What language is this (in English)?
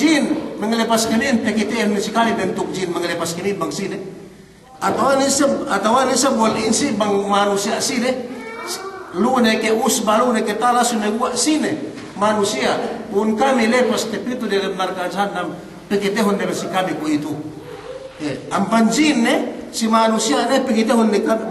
Yakan